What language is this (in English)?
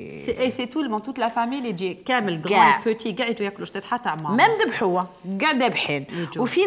Algerian Arabic